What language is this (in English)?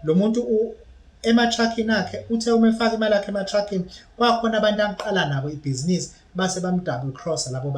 Zulu